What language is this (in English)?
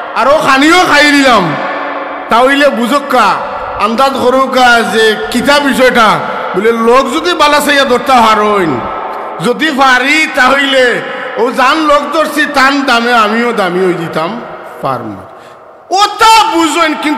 Sylheti